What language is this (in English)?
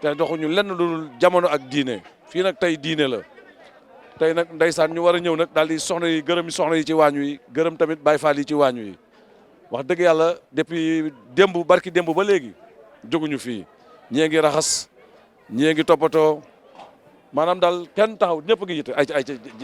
Wolof